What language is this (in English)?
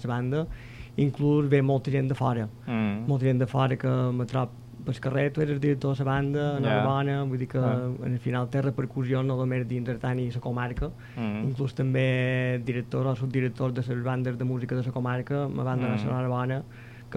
Catalan